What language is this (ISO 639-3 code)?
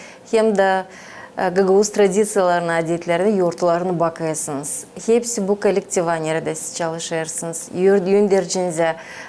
gag